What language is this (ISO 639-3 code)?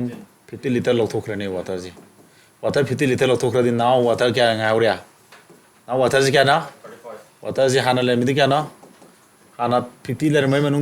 mni